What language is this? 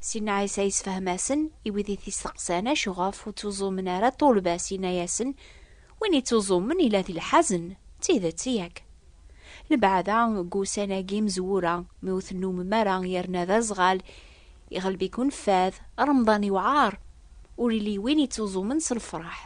Kabyle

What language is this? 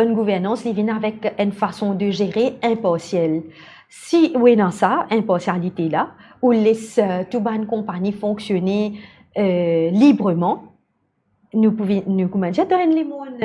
Morisyen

